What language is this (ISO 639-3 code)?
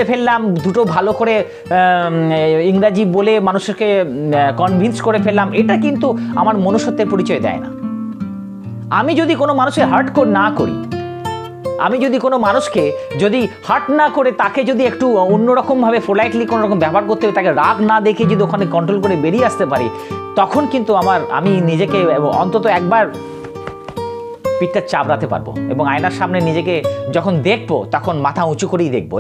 ben